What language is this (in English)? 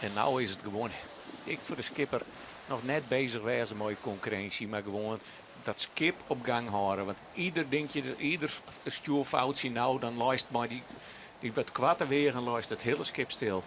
Western Frisian